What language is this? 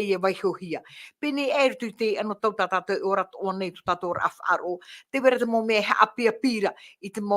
Tahitian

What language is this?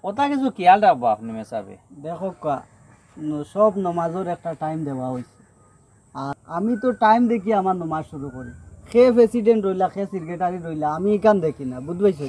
Sylheti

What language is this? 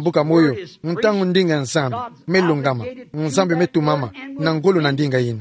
Kituba (Democratic Republic of Congo)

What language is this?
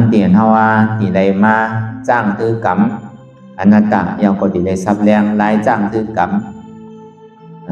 Shan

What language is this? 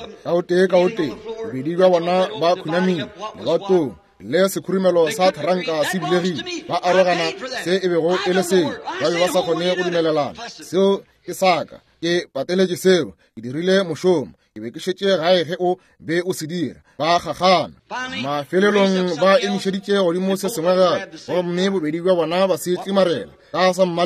Northern Sotho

